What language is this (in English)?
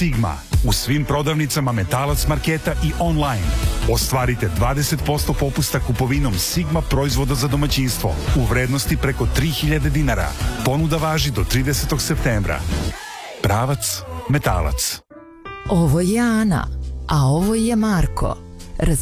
Serbian